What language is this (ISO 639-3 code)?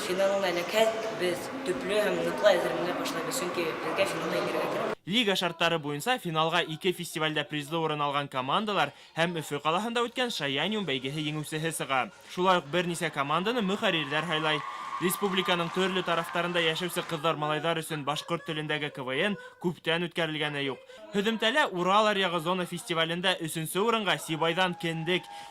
bak